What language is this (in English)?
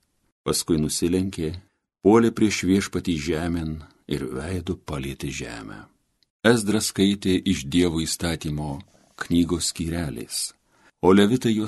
Lithuanian